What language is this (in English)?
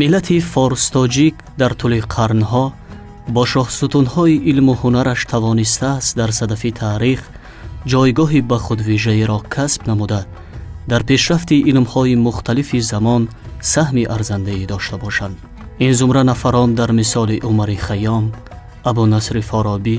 Tajik